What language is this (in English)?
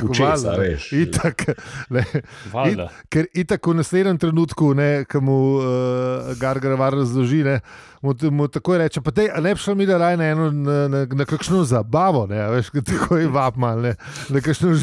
Slovenian